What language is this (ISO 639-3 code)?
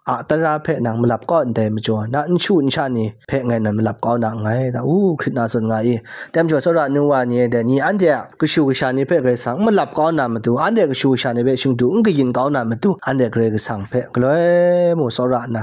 kac